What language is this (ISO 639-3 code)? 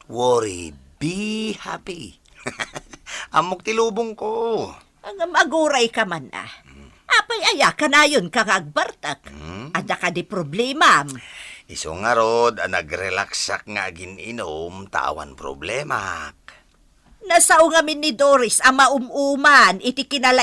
ilo